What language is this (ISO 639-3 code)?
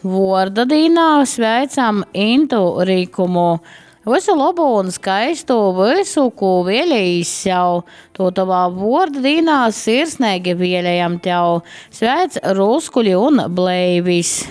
ltg